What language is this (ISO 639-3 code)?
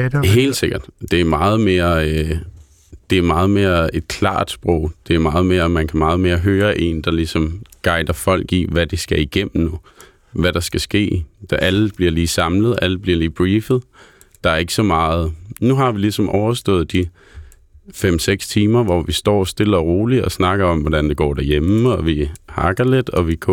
dan